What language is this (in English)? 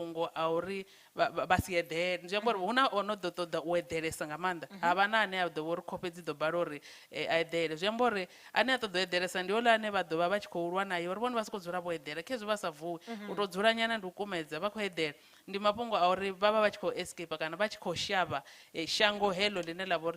Venda